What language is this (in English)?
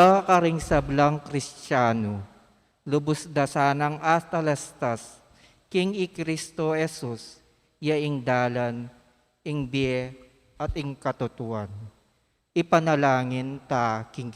Pampanga